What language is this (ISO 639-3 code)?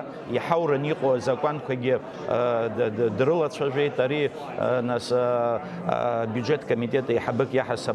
abk